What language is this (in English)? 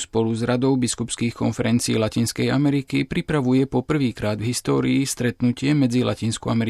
Slovak